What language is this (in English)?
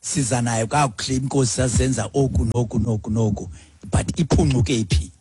Xhosa